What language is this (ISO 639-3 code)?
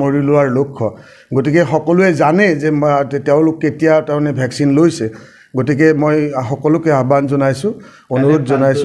asm